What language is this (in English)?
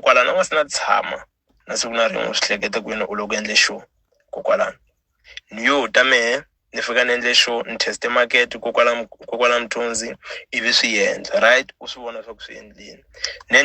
Tsonga